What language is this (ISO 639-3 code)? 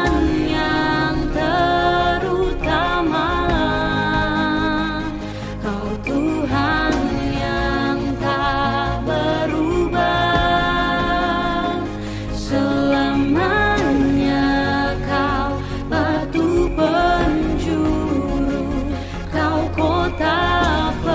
ind